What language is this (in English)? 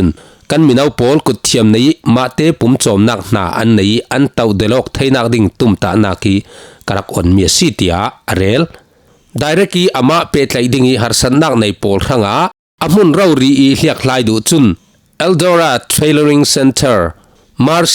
Falam Chin